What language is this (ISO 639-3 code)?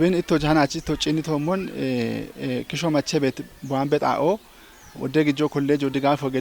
kbr